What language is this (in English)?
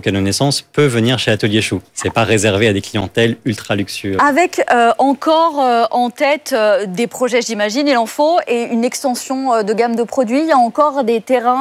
French